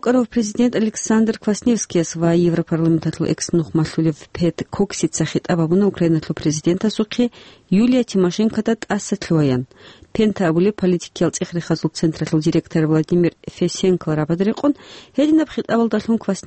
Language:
Avaric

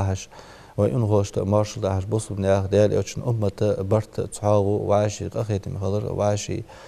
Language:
Ingush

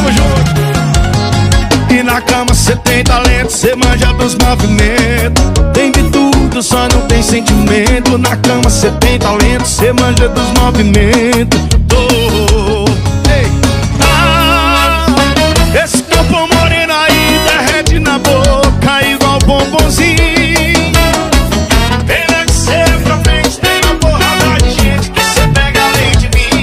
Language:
Portuguese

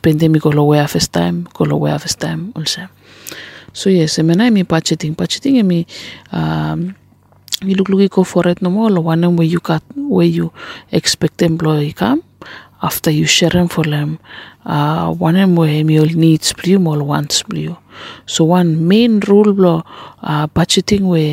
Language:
Bislama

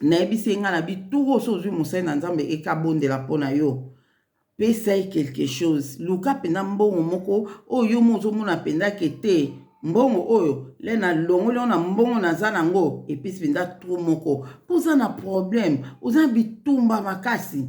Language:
Lingala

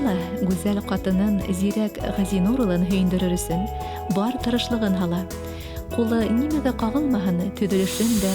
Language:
Bashkir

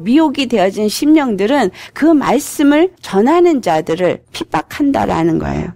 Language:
Korean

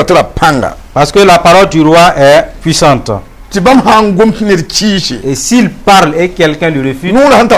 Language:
Mossi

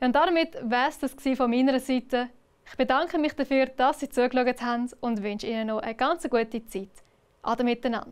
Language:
Swiss German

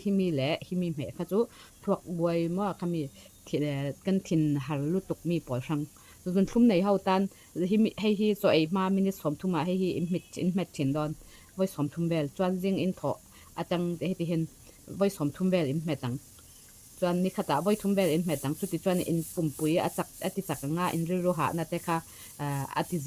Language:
Falam Chin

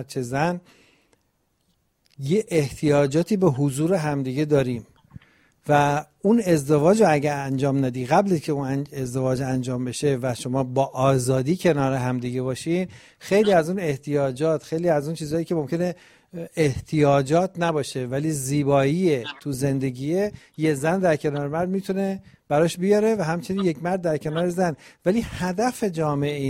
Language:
Persian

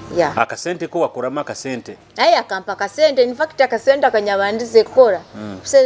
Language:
Nyoro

